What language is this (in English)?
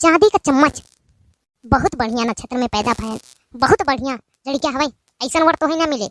Awadhi